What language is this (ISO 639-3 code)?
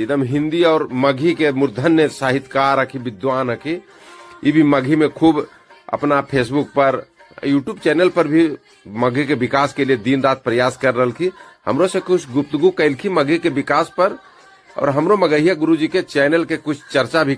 mag